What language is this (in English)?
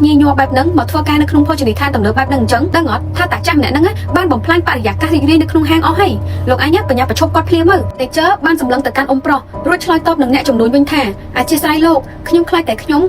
Khmer